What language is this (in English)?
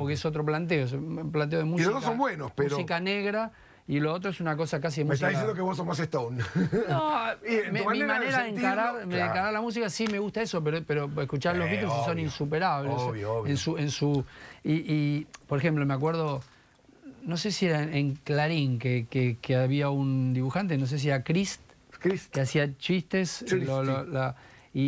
Spanish